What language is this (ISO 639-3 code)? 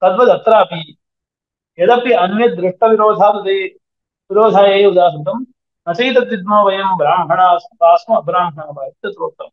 san